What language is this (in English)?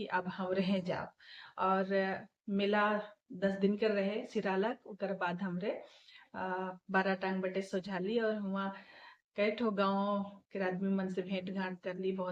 Sadri